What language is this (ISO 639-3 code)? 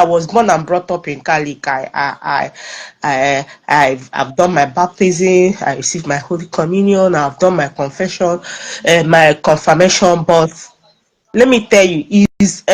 ibo